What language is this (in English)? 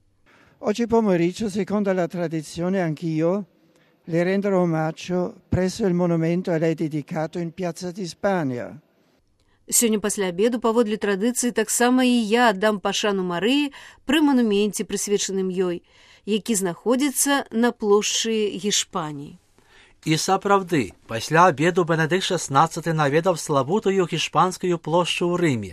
Belarusian